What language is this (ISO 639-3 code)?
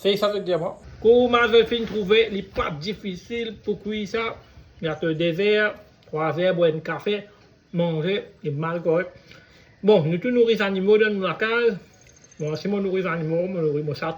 mfe